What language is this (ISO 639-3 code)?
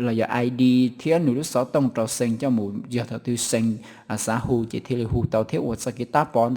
hmn